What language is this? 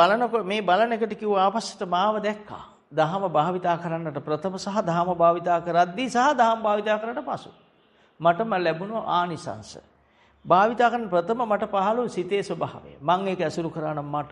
Sinhala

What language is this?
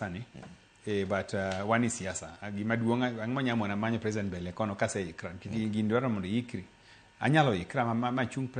Luo (Kenya and Tanzania)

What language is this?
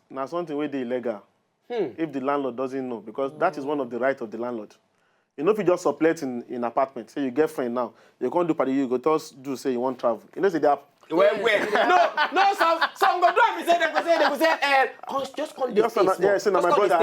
Nigerian Pidgin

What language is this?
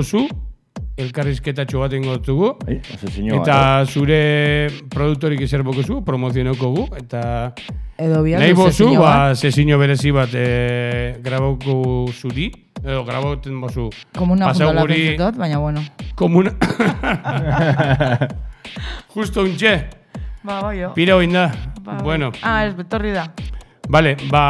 Basque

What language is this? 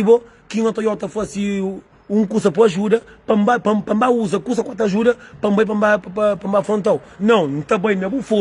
Kabuverdianu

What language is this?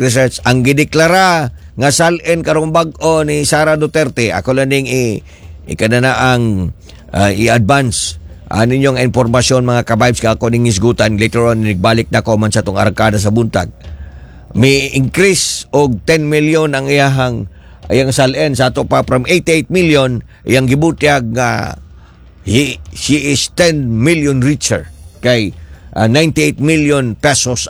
Cebuano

